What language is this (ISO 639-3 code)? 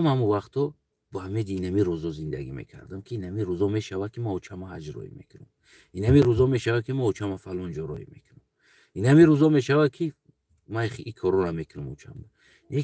tgk